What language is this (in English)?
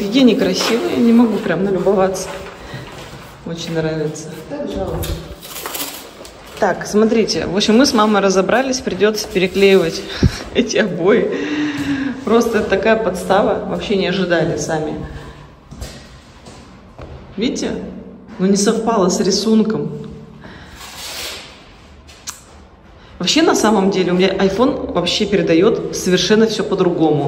Russian